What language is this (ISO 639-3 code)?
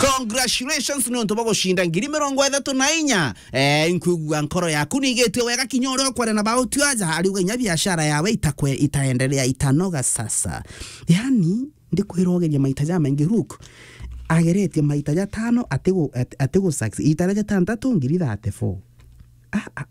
mer